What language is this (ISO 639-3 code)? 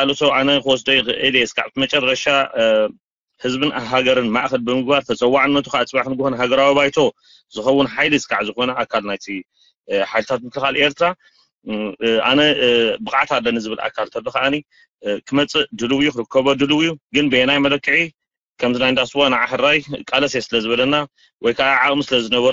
tir